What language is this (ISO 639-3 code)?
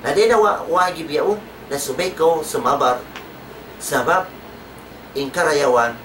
tsg